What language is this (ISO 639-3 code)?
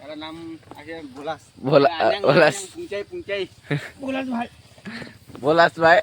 nag